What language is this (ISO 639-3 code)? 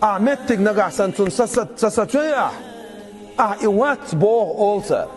che